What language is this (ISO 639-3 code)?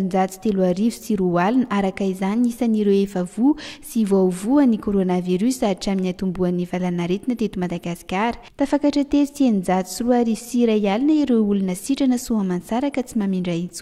mlg